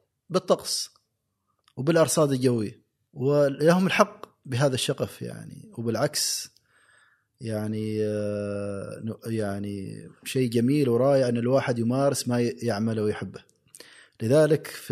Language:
Gulf Arabic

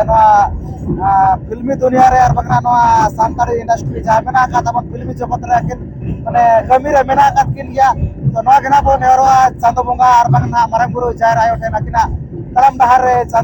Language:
Santali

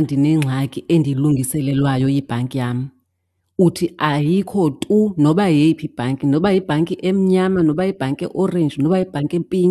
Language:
Xhosa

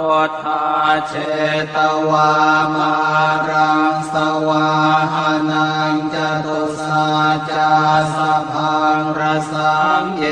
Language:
Pali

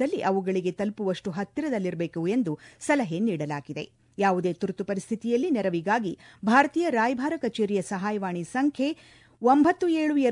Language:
Kannada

